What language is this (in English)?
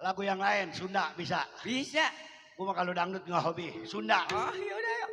Betawi